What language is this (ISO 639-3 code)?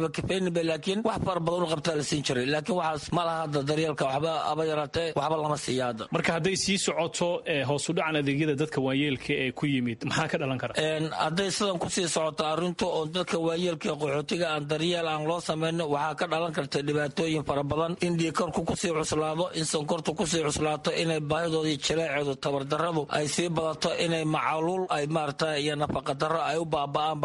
som